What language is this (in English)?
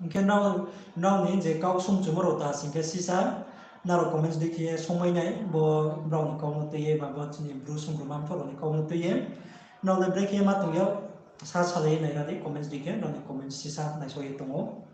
Riang (India)